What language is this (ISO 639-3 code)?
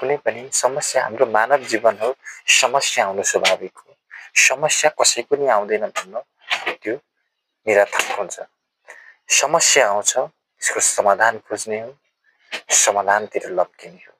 nep